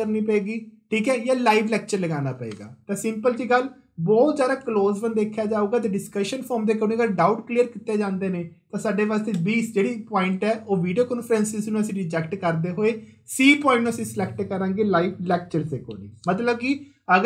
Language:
Punjabi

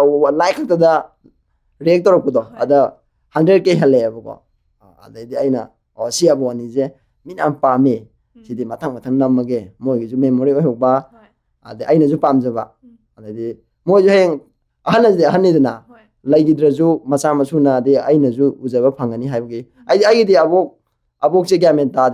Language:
Manipuri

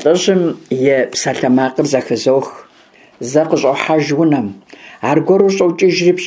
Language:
Kabardian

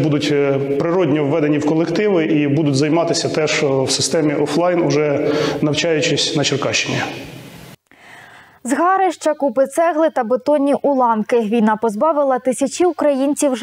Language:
Ukrainian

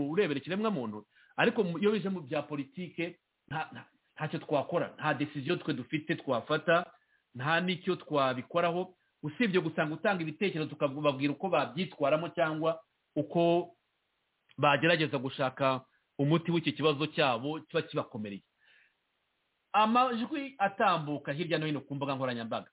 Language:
Kinyarwanda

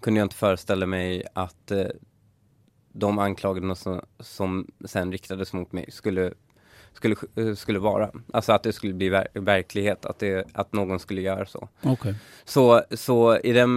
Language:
Swedish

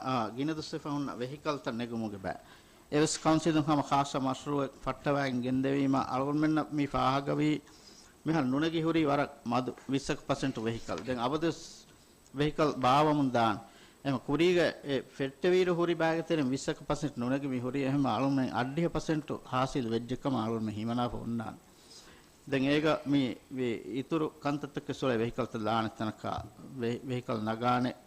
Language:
Divehi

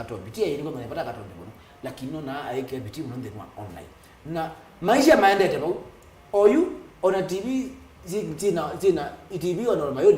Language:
Kamba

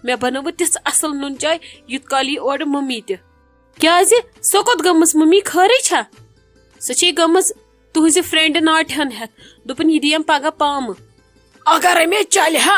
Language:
Kashmiri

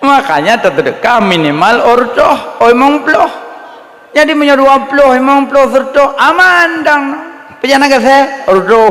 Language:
Achinese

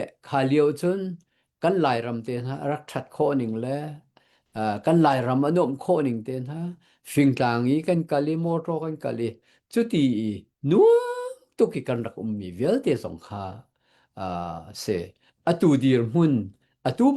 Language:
Hakha Chin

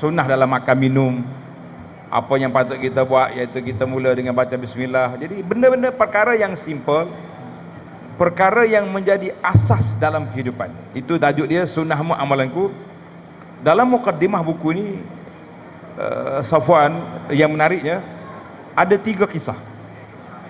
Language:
Malay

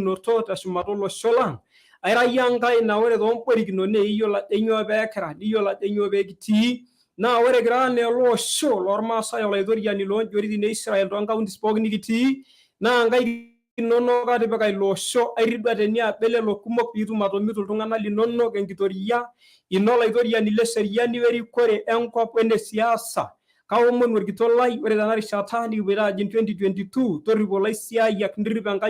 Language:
Masai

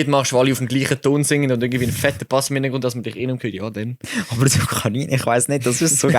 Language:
Swiss German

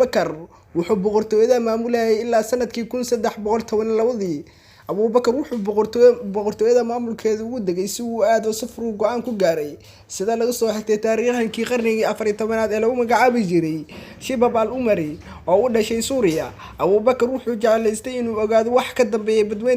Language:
Somali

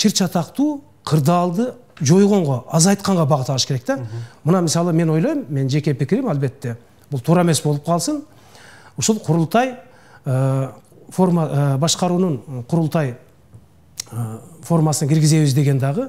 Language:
Kyrgyz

